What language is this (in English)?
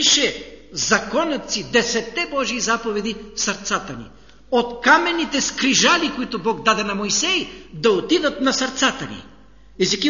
Bulgarian